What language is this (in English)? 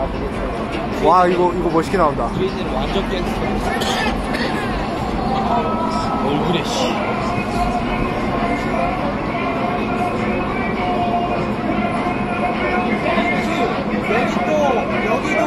Korean